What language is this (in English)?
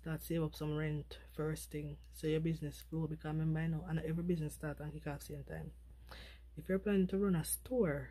Jamaican Creole English